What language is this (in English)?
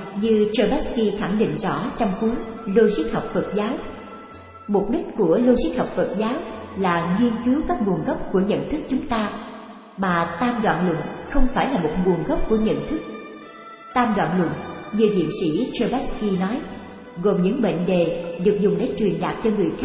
Vietnamese